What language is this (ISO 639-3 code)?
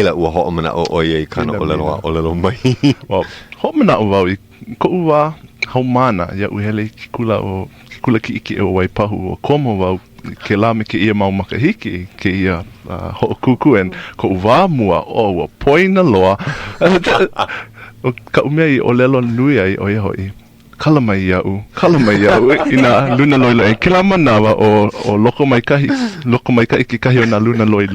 haw